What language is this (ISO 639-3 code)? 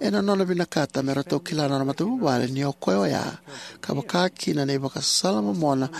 fij